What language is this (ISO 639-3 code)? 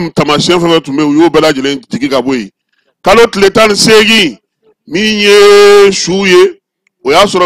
bam